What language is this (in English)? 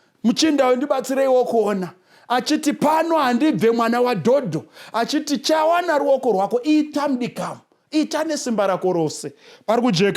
Shona